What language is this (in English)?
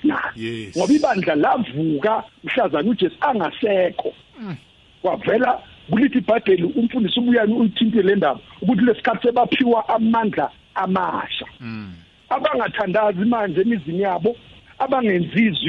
South Ndebele